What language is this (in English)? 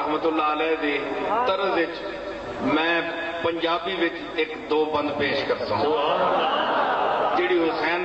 Saraiki